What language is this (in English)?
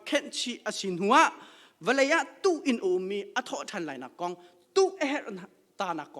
Hakha Chin